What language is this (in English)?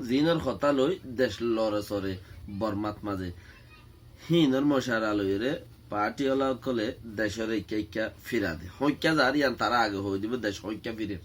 Rohingya